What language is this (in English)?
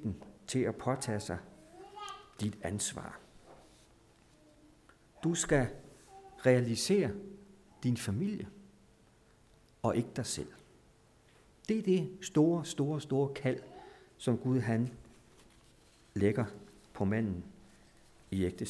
Danish